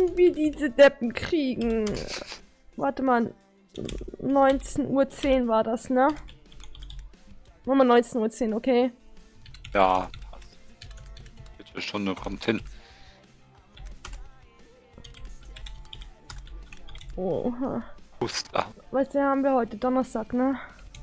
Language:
German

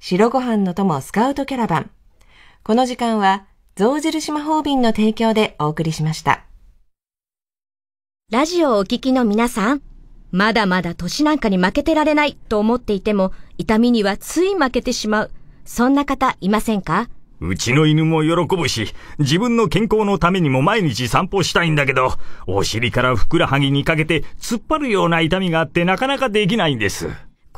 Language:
Japanese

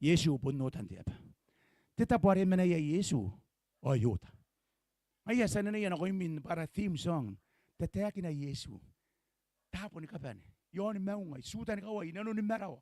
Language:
Gilbertese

